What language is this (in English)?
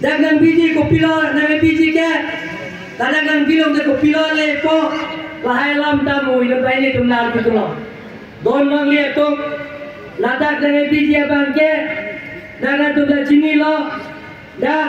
Karbi